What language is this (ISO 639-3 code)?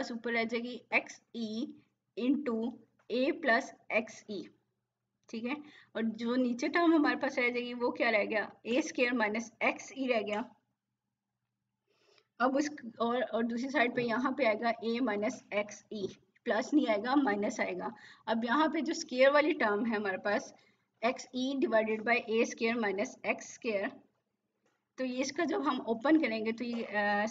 hin